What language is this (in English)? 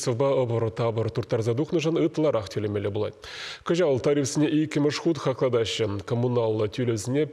Chuvash